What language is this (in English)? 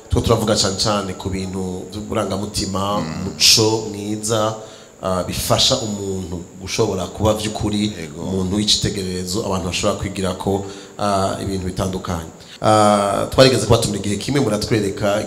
Rundi